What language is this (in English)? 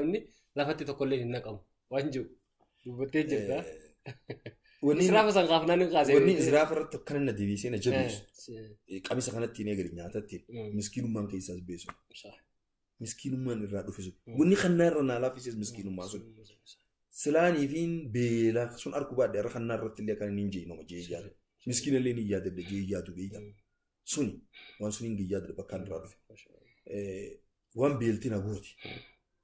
Oromo